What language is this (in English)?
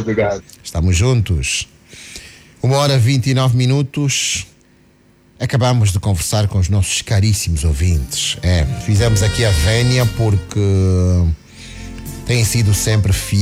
Portuguese